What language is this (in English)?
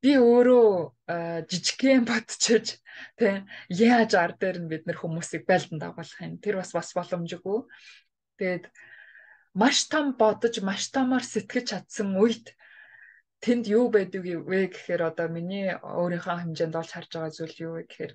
Mongolian